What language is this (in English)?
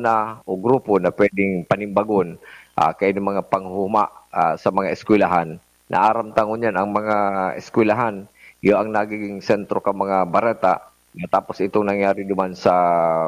Bikol